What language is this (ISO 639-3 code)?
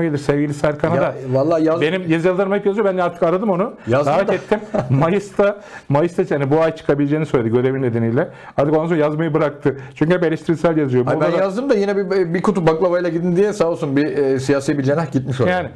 tur